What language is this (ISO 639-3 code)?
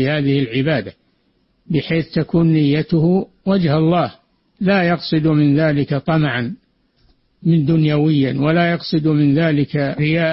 ara